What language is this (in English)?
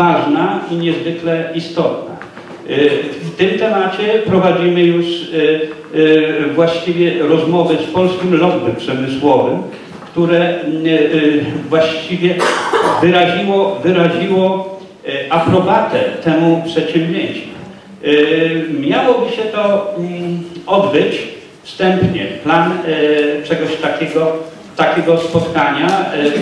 Polish